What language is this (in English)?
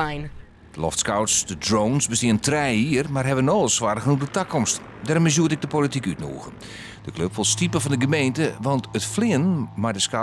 Western Frisian